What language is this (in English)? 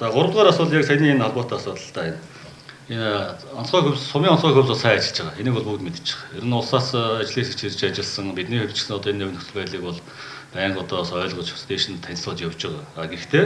Mongolian